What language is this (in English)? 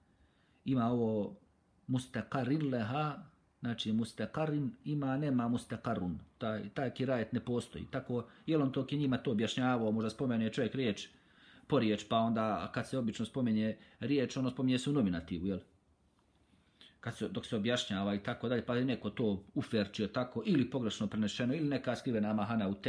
Bosnian